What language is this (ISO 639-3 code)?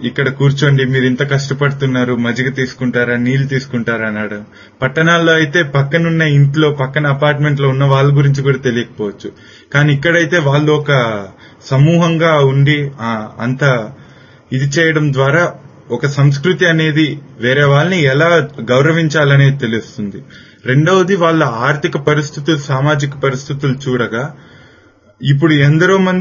tel